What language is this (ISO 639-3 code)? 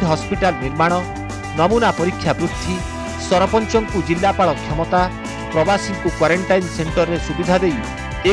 ori